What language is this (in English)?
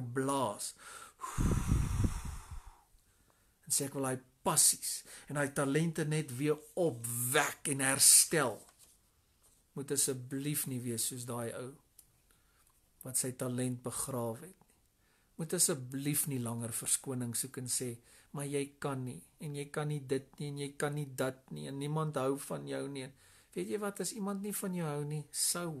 Afrikaans